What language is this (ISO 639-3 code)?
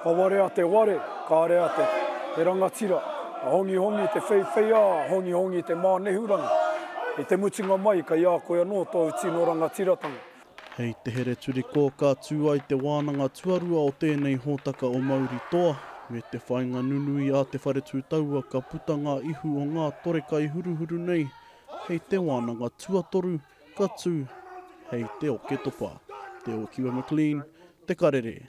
mri